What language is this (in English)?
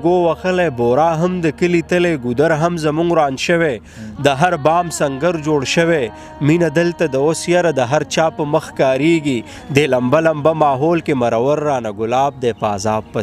Pashto